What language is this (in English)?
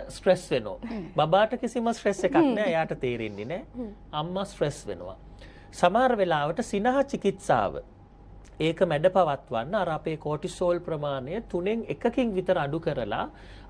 Sinhala